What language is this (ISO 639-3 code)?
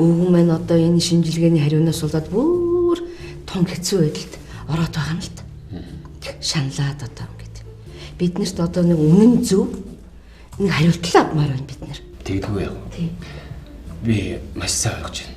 mon